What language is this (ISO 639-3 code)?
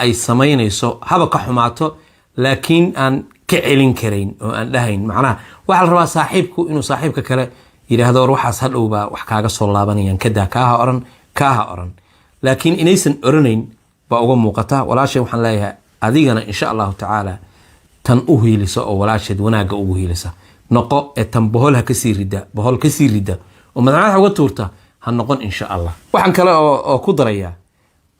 som